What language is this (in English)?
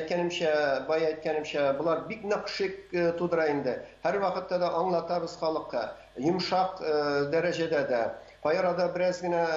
Tatar